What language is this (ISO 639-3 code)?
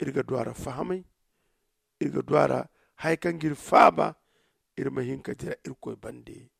dje